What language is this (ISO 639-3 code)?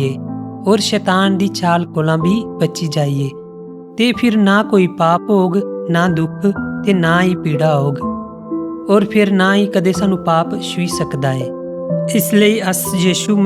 doi